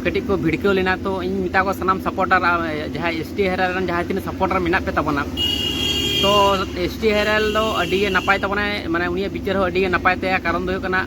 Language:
Santali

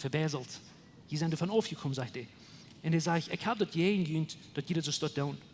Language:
Plautdietsch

